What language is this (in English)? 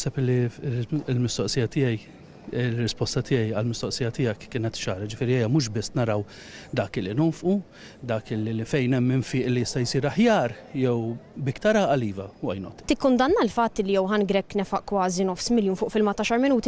Maltese